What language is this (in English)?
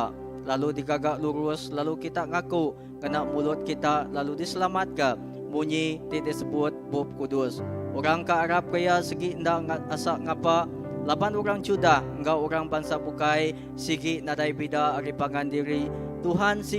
Iban